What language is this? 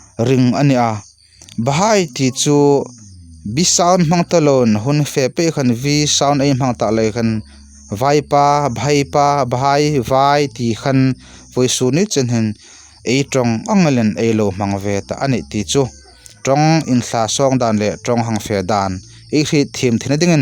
Hmar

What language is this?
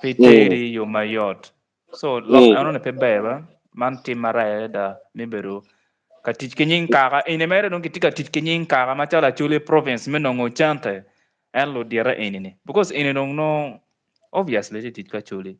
Acoli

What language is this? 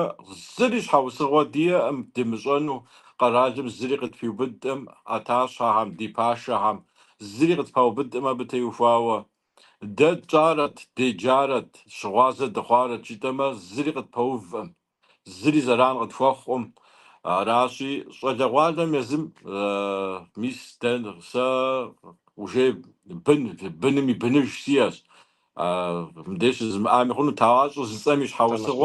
Kabardian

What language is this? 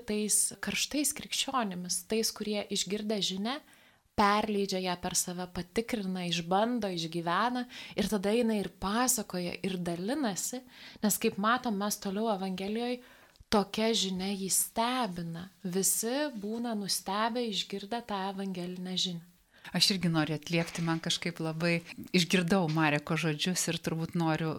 Lithuanian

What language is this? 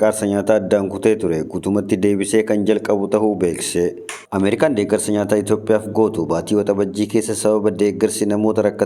Oromo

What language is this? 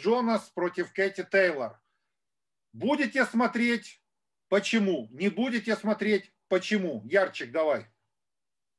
Russian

